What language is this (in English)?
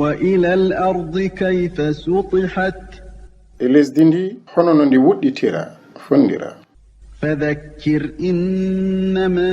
Fula